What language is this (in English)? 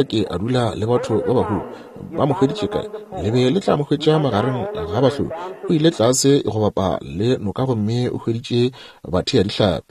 Northern Sotho